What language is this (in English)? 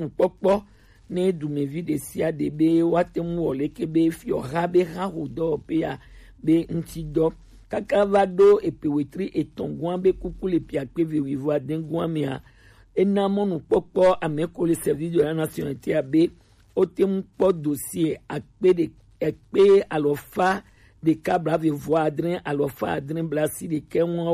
Gen